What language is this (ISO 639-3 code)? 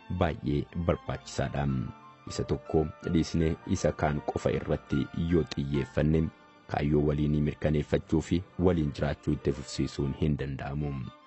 orm